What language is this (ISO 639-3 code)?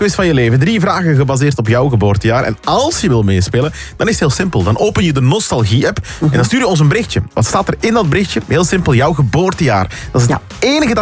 nld